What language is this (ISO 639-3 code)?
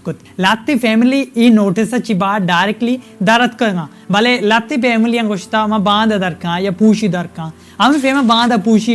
bal